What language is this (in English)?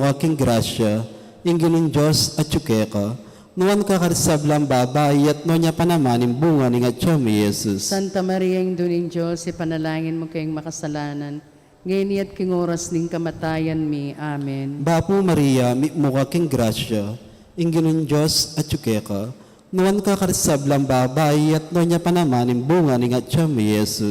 Pampanga